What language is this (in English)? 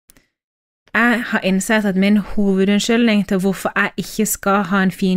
Norwegian